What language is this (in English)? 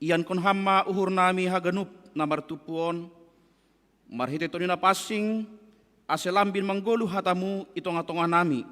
Batak Simalungun